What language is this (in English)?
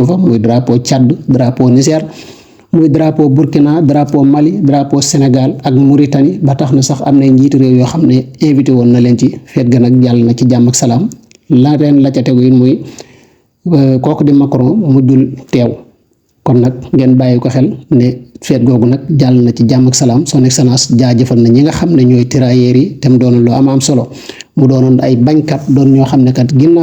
Wolof